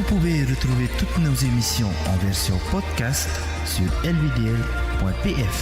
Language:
Tahitian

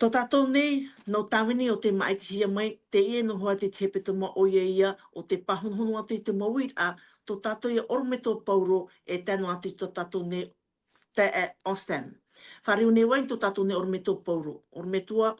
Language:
Tahitian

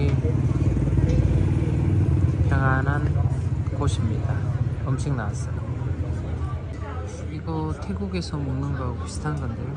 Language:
Korean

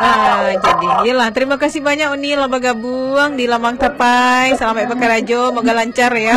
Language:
Minangkabau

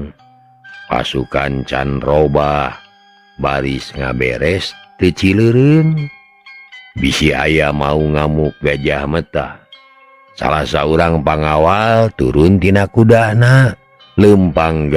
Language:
Sundanese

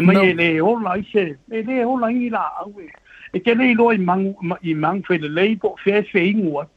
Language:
Samoan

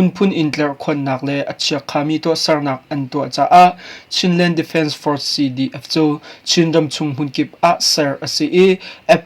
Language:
Hakha Chin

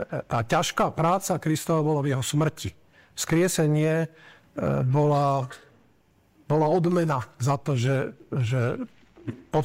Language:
Slovak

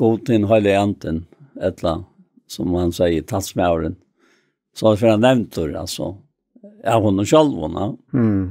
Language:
Faroese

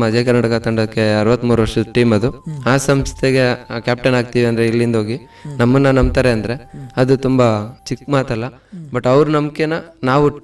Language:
Kannada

